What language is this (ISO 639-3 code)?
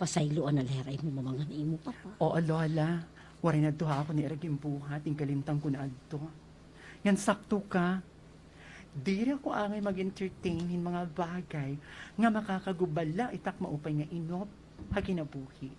war